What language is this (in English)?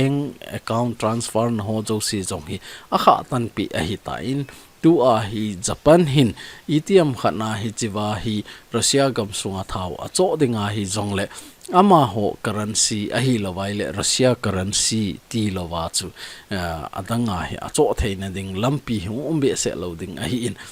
Thado Chin